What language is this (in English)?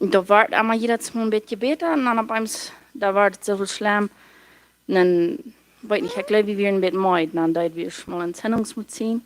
Plautdietsch